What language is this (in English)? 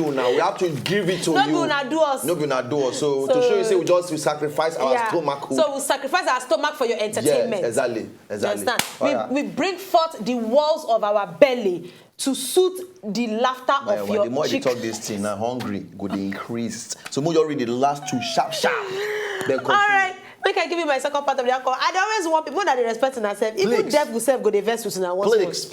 Nigerian Pidgin